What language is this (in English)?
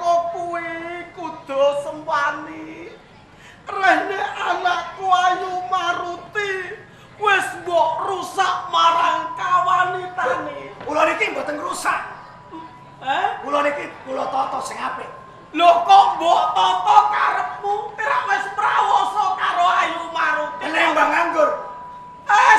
Javanese